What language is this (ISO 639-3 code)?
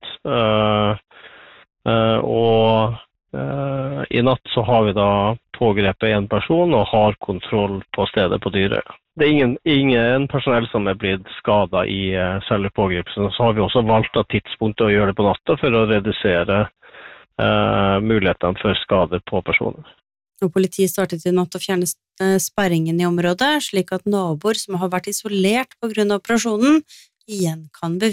nor